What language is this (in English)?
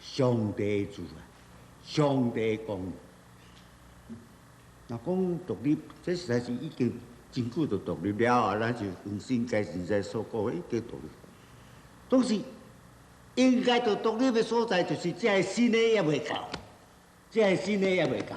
Min Nan Chinese